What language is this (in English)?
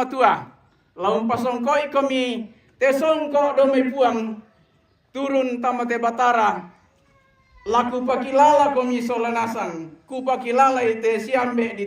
Toraja-Sa'dan